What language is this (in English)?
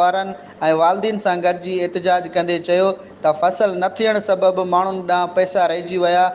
Sindhi